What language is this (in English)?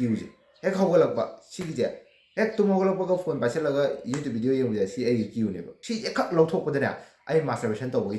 Manipuri